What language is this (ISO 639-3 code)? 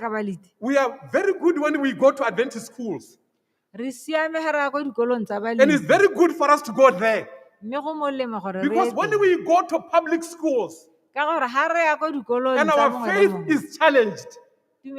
tsn